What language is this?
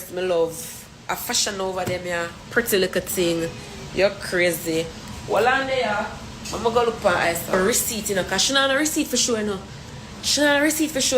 Jamaican Creole English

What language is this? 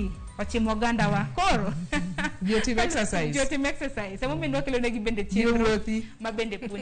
Luo (Kenya and Tanzania)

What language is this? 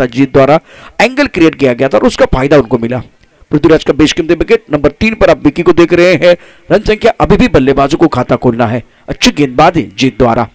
Hindi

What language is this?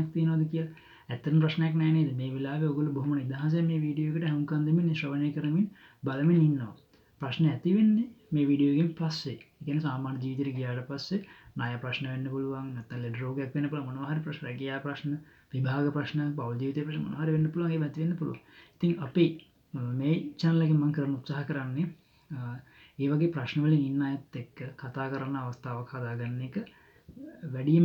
Sinhala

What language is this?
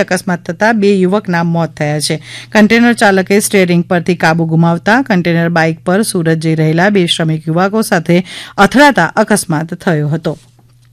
Gujarati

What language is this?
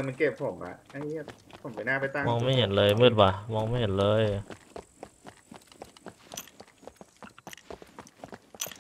Thai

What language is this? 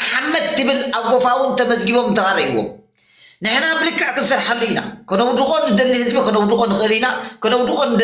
Tigrinya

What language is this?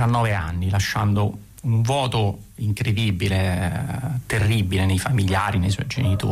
Italian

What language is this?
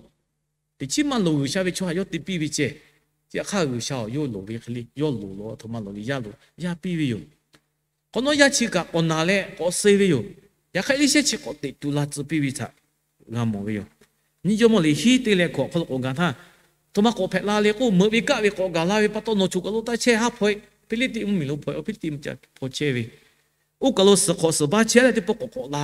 Lahu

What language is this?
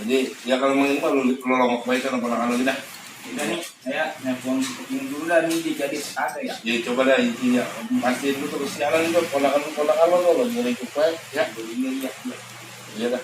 Betawi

